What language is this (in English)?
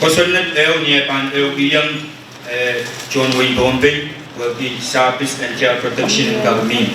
Pohnpeian